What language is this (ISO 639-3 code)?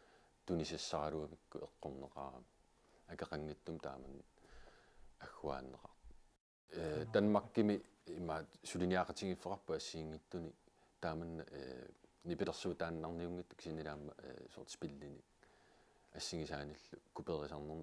kal